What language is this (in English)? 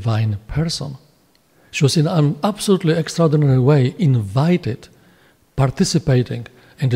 English